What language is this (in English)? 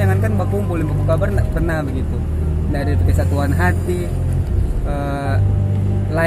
Manado Malay